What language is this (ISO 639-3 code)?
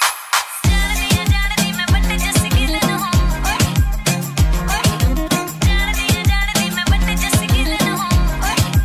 pan